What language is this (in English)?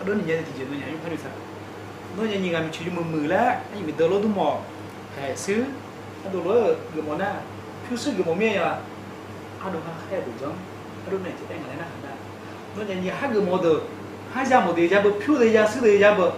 Akha